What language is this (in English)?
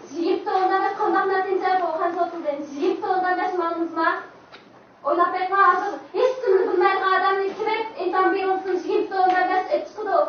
Uyghur